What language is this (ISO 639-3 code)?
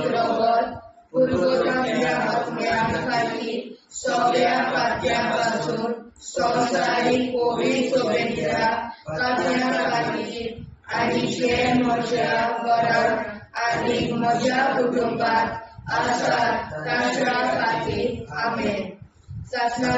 kok